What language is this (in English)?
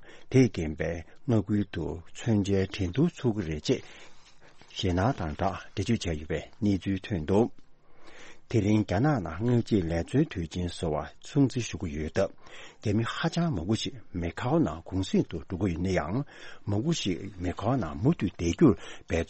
Tibetan